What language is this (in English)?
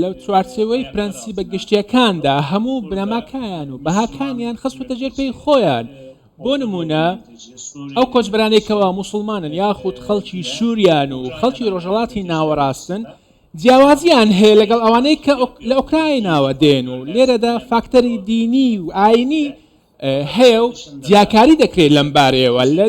Central Kurdish